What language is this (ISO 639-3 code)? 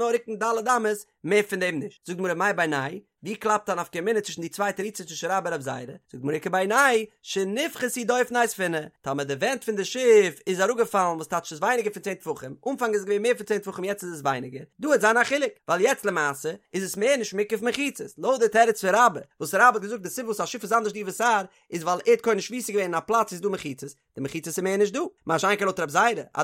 yid